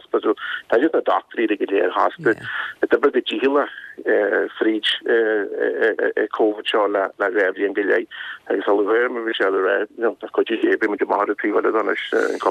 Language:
Irish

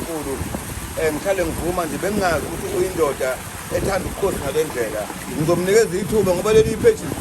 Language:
Zulu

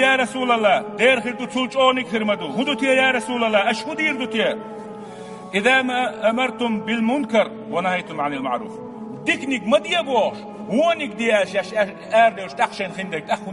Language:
Chechen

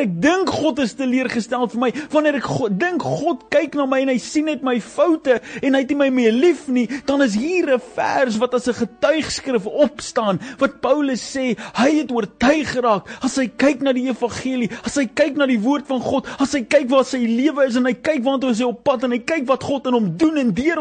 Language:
Afrikaans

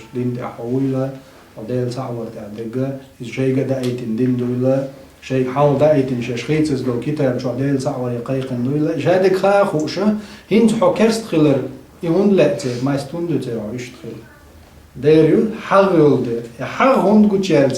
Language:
Chechen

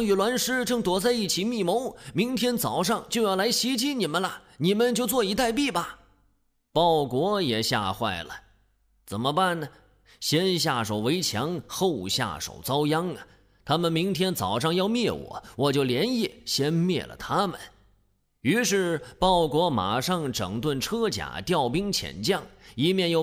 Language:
Chinese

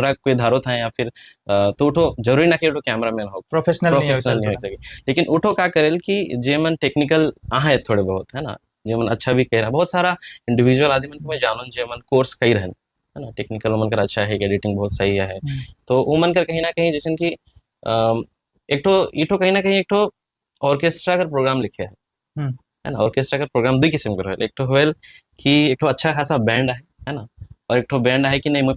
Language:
Sadri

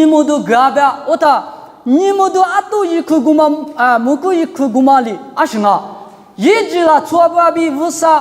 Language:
Lisu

